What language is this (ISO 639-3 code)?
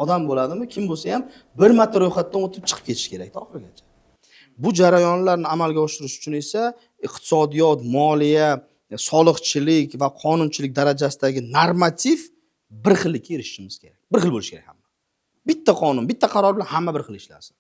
uzb